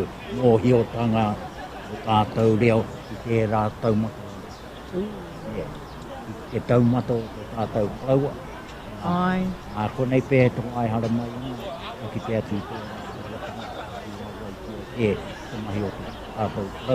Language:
Māori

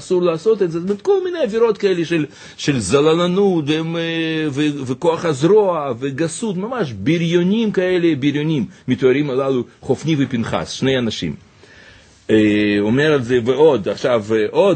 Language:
Hebrew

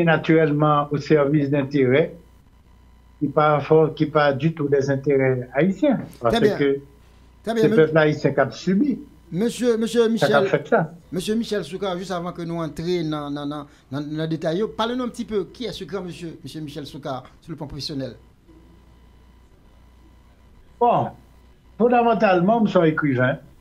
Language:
French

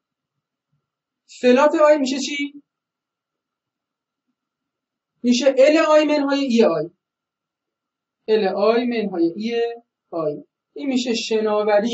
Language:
Persian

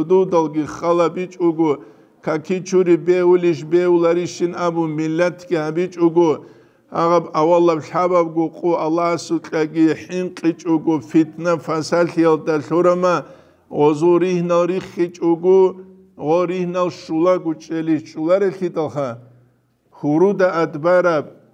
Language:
Avaric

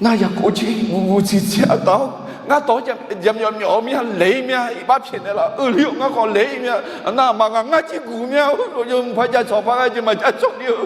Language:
Akha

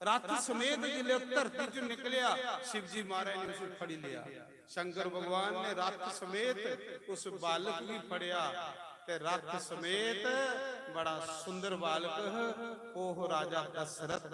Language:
Dogri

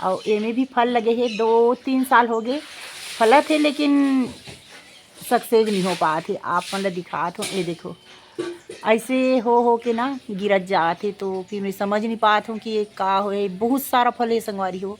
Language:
Chhattisgarhi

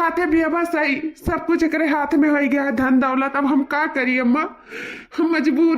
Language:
Awadhi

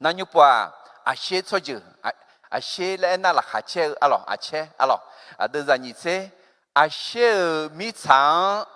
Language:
Akha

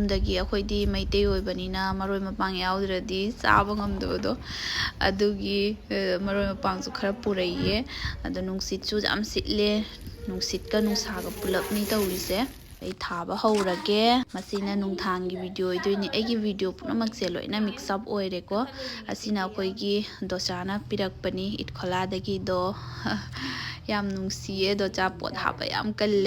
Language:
Manipuri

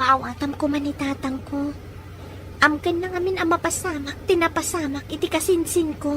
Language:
Iloko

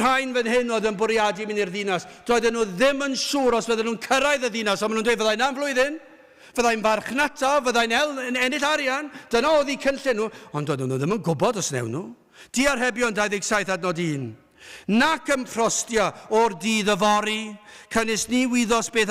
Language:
Welsh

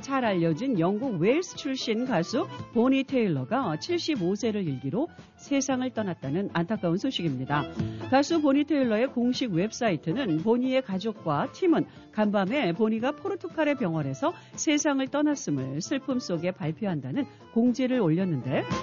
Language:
Korean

